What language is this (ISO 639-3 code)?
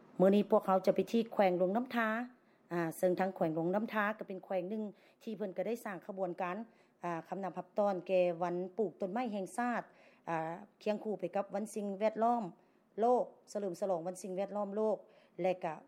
lao